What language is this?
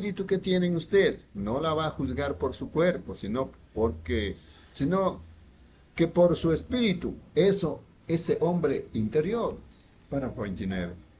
Spanish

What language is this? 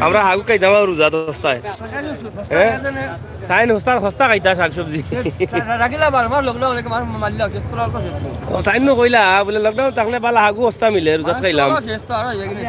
Sylheti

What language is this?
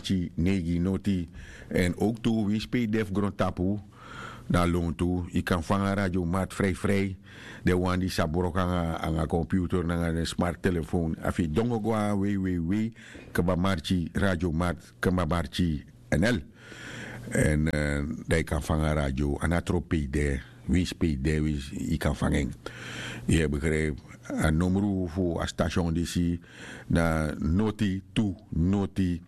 Sranan Tongo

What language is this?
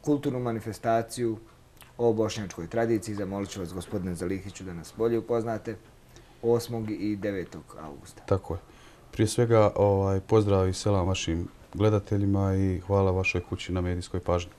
Bosnian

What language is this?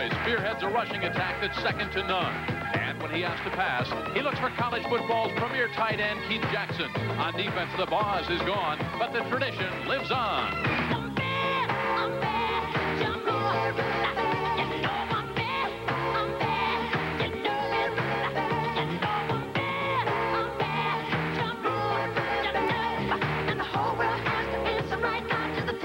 English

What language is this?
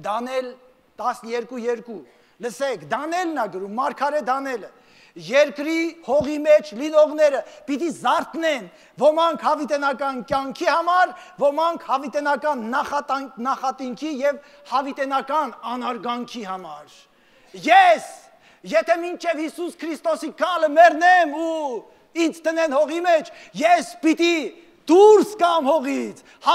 Armenian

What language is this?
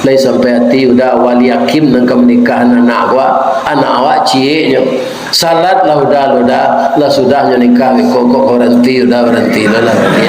Minangkabau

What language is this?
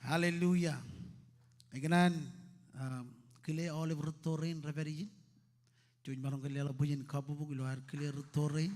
Marshallese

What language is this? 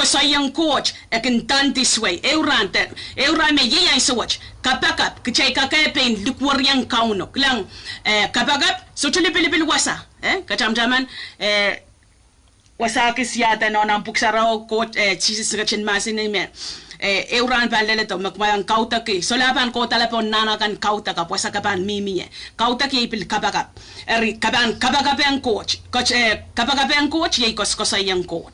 Pohnpeian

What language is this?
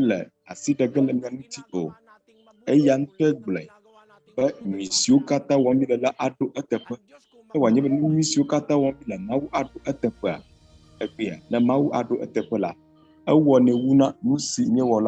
Ewe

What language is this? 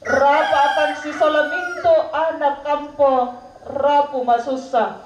Toraja-Sa'dan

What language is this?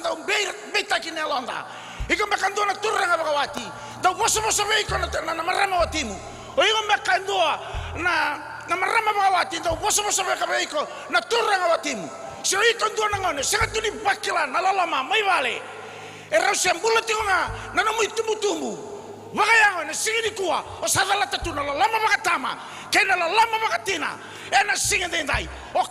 Fijian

